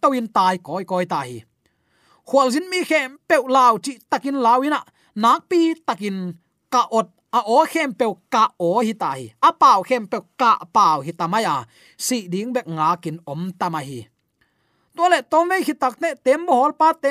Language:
Tedim Chin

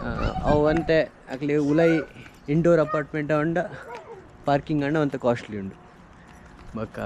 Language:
Tulu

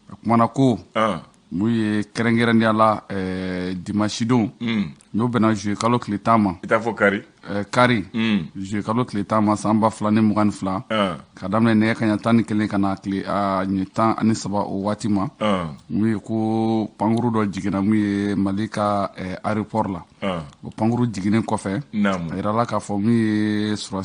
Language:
Bambara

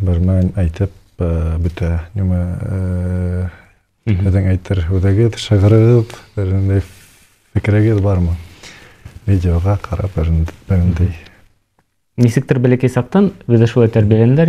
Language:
Bashkir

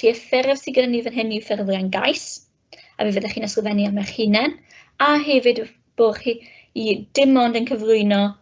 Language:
Welsh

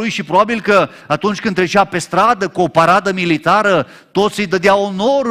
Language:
Romanian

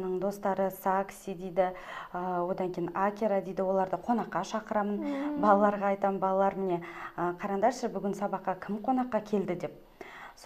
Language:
Kazakh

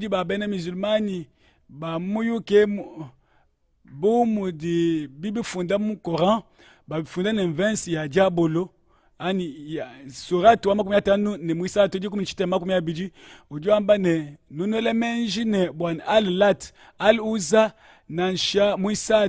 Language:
Luba-Lulua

